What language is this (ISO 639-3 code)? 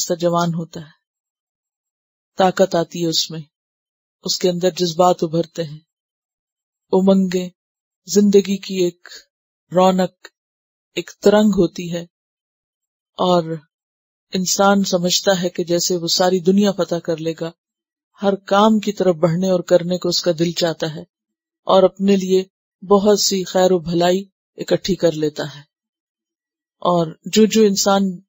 urd